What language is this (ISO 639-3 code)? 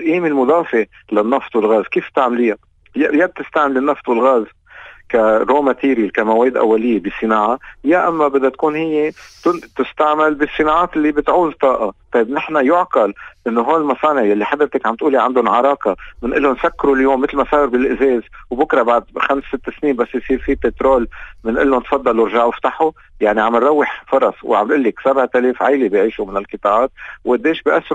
apc